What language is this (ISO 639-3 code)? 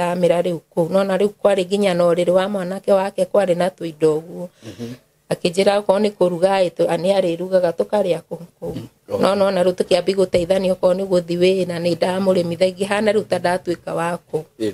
kik